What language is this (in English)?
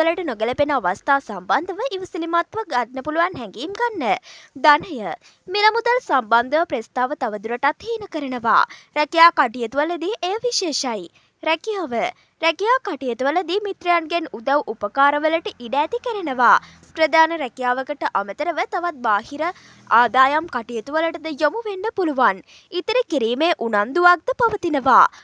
Sinhala